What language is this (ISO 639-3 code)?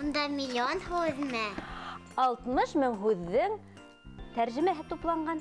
bak